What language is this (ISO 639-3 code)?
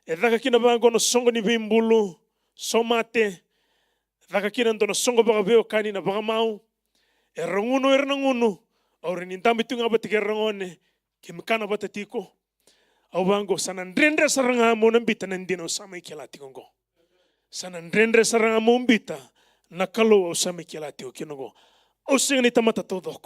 fij